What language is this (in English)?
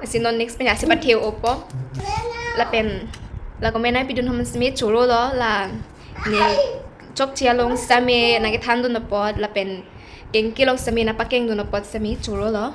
Karbi